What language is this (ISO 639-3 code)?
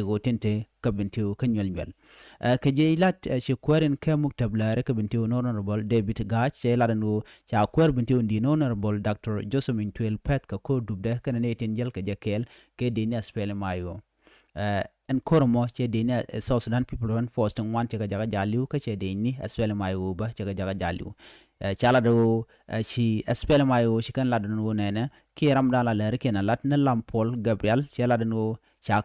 nus